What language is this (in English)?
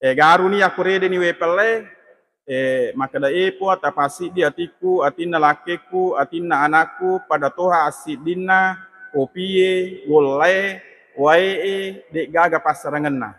Buginese